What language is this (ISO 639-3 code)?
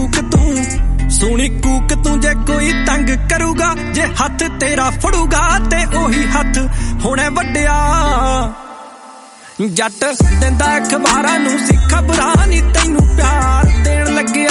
pan